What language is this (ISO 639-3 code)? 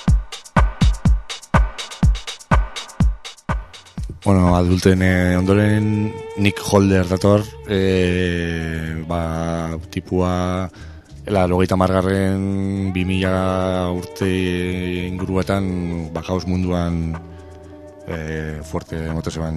eus